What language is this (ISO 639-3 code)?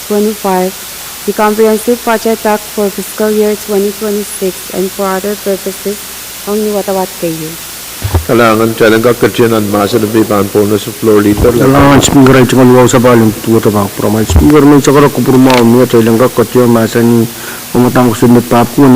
pon